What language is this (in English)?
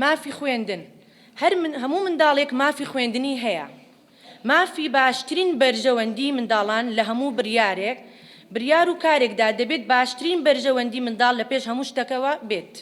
Central Kurdish